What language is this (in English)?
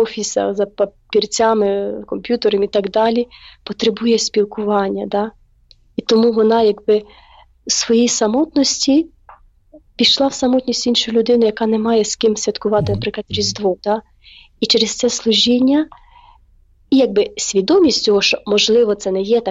Ukrainian